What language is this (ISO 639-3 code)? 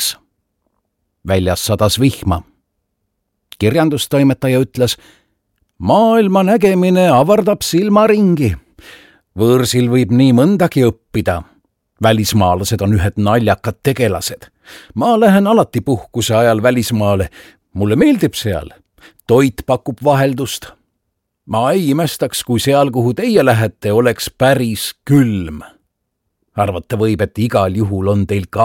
est